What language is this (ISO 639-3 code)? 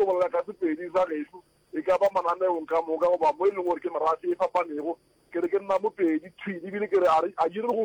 nso